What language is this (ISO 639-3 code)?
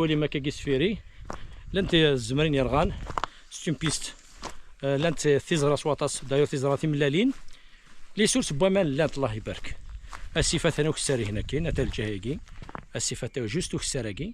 kab